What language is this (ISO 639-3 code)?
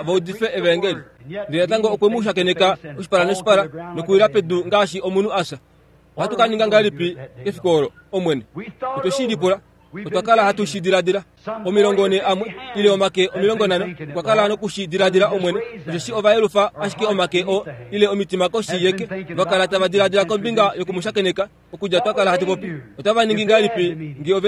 kua